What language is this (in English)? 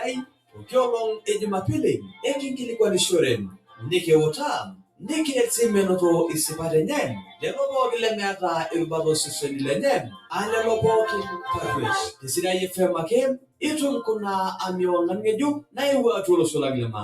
Masai